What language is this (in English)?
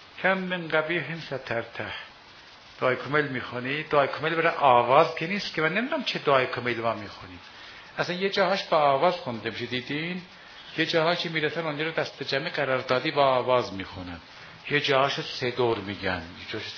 Persian